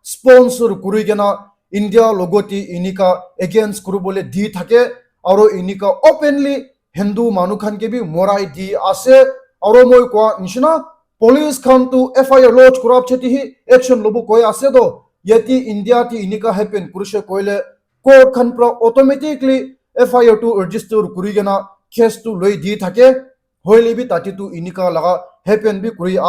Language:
Naga Pidgin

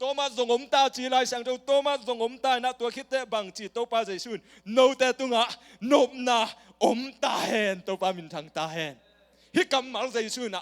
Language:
Tedim Chin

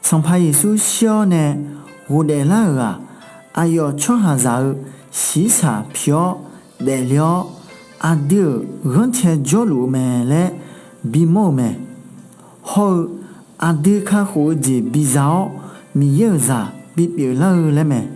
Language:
Akha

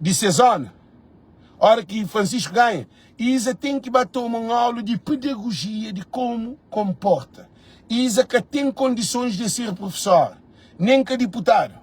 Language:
Kabuverdianu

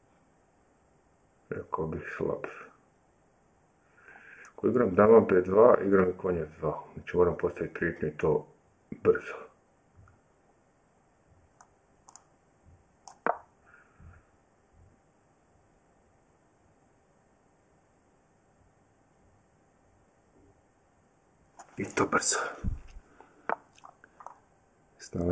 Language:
Croatian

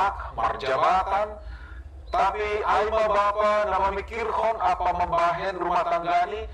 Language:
Batak Simalungun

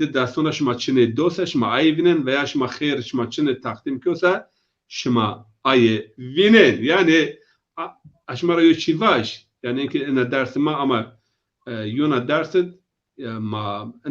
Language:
Zaza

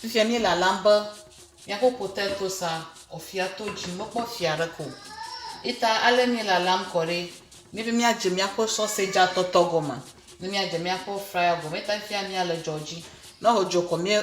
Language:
Ewe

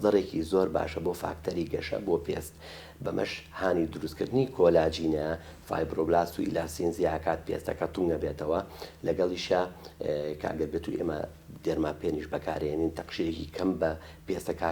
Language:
Central Kurdish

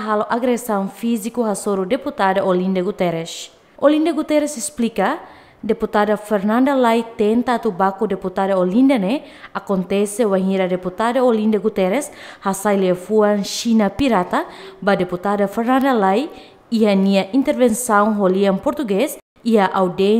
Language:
Tetum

